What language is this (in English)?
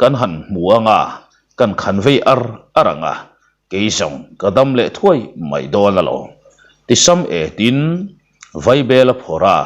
Mizo